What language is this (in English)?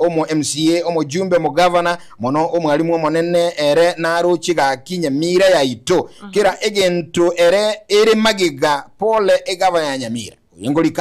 Gusii